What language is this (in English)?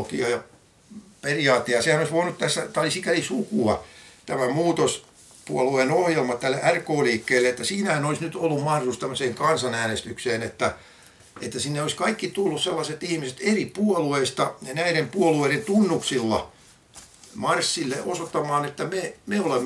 Finnish